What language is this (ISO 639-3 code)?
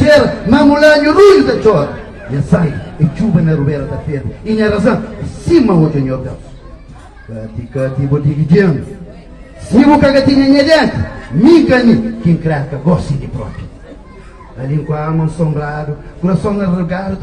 kea